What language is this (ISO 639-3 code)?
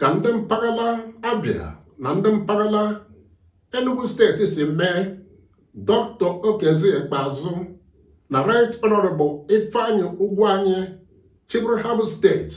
ibo